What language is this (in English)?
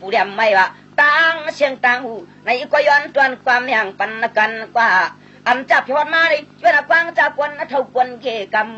Shan